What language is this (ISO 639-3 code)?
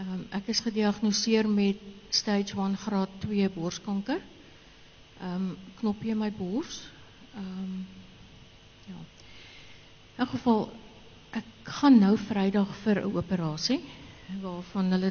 afr